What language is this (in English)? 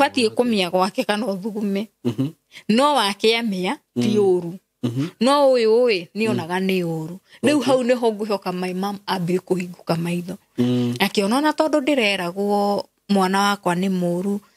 Kikuyu